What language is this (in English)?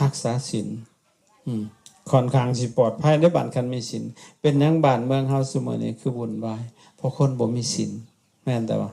Lao